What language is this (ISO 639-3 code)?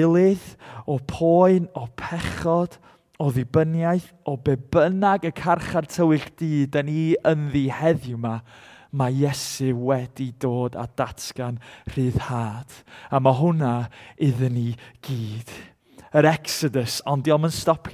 cym